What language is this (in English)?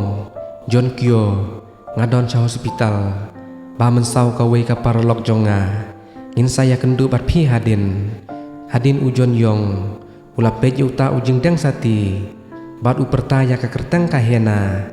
Khasi